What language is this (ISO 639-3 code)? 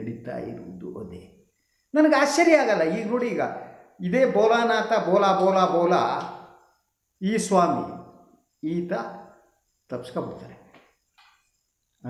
kan